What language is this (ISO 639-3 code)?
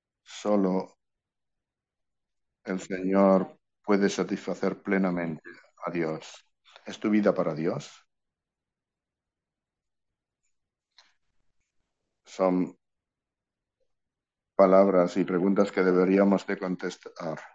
spa